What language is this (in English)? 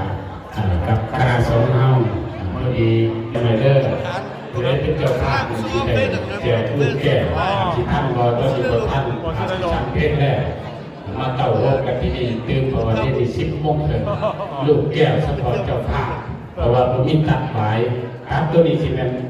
Lao